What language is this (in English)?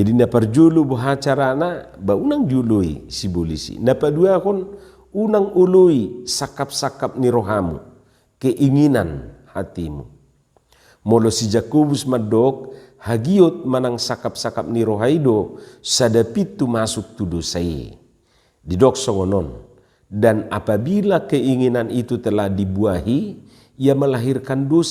Batak Toba